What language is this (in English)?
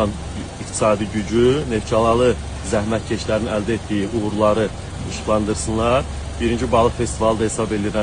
Azerbaijani